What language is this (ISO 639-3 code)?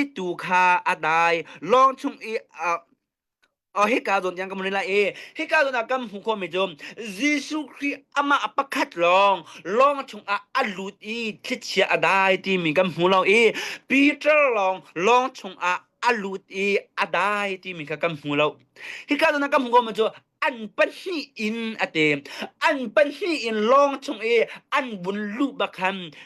cnh